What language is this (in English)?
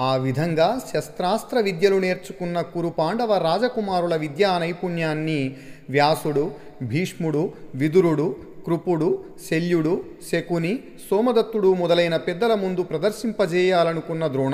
Telugu